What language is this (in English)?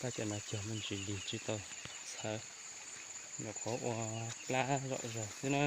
Hmong